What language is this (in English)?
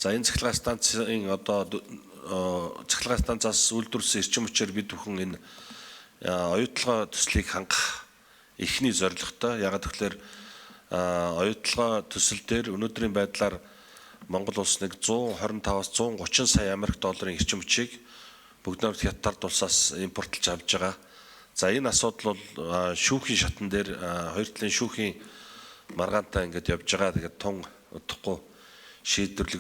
Mongolian